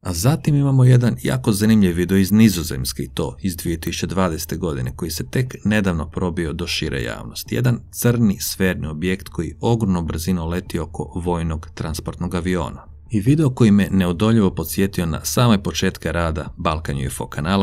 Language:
Croatian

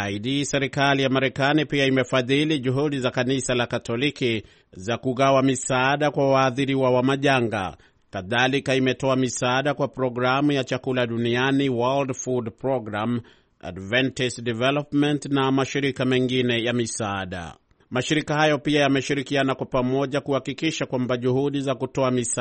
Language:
Swahili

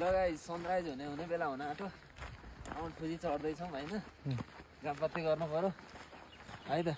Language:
Nepali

